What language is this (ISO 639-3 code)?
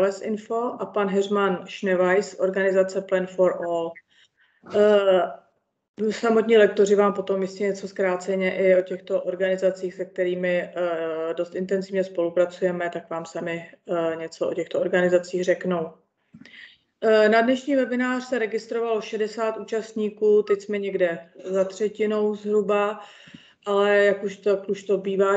ces